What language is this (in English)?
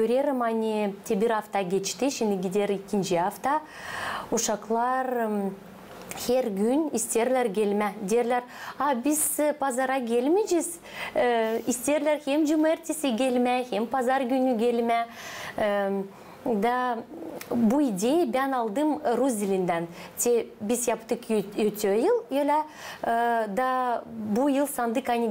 Gagauz